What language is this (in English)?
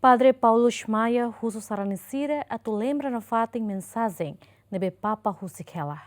Tetum